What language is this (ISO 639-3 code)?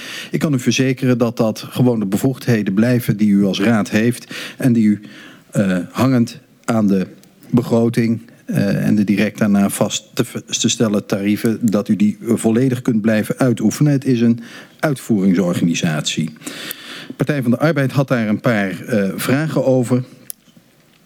nld